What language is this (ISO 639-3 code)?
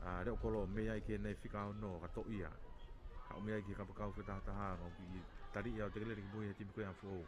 ton